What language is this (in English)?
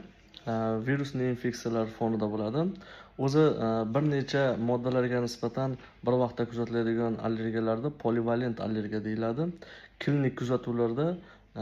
Uzbek